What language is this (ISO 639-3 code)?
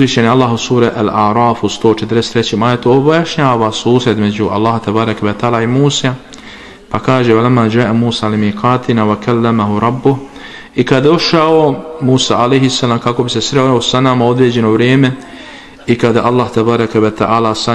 bos